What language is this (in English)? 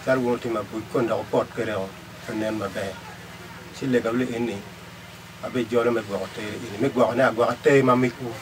Acoli